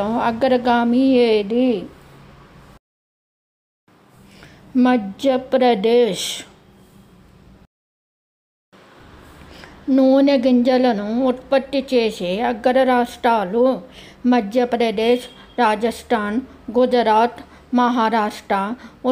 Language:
Telugu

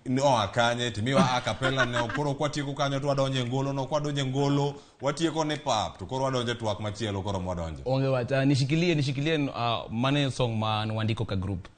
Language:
Luo (Kenya and Tanzania)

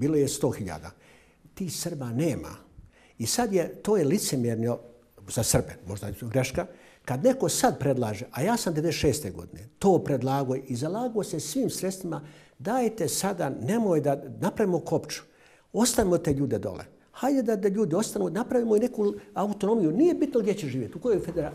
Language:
Bosnian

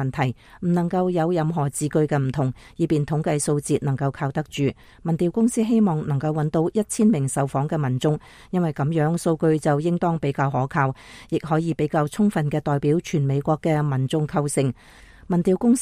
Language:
Cantonese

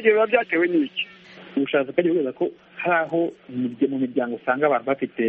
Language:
Kinyarwanda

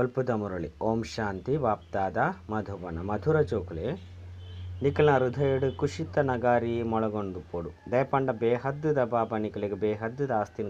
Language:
Tulu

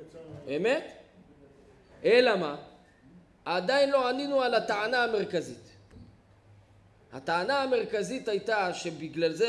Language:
Hebrew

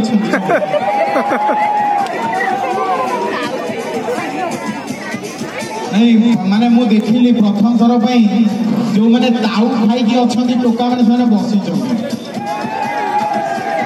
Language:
Odia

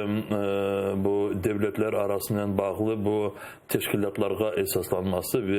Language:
Crimean Tatar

